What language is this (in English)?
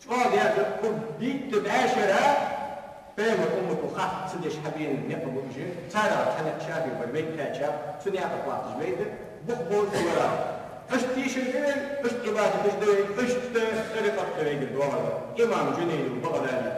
Ingush